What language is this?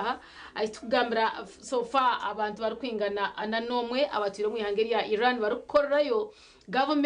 Nyankole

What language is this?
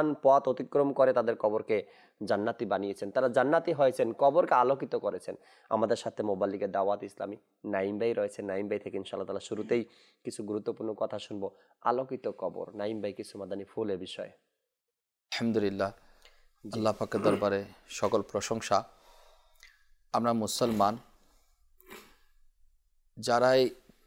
Bangla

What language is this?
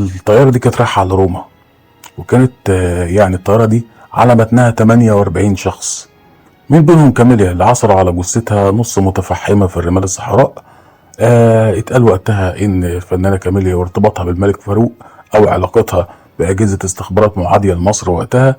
Egyptian Arabic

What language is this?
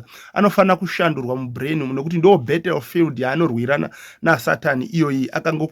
Shona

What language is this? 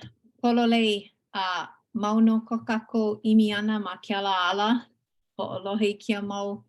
Hawaiian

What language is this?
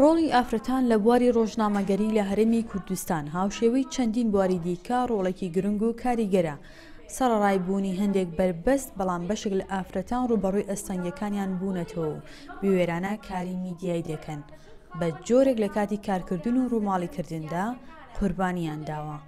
Central Kurdish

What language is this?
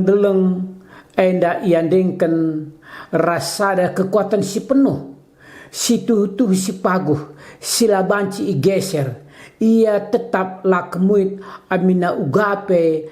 Batak Karo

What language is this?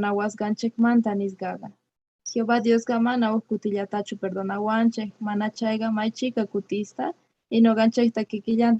Quechua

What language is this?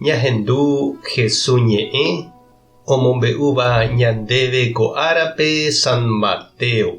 Guarani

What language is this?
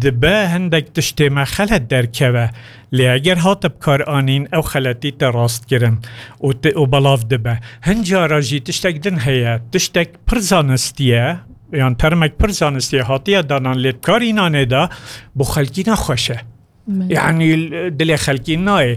Kurdish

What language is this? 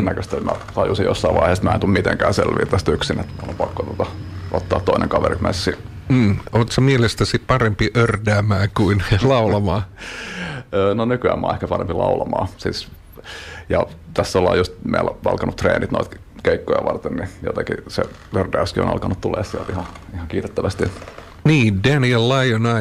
Finnish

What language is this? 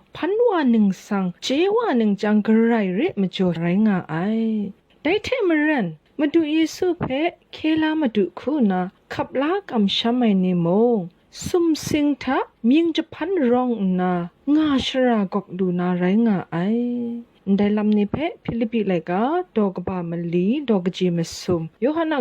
Kachin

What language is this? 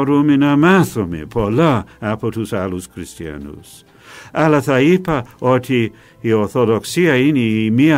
Greek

